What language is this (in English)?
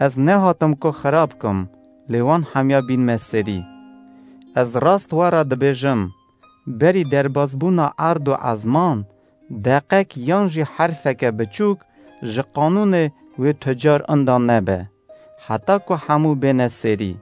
Kurdish